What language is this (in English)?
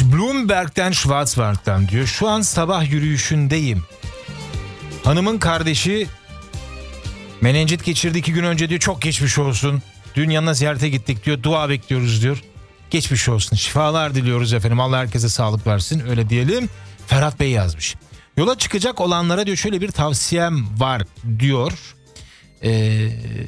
Turkish